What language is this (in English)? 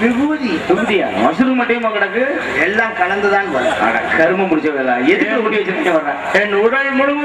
Tamil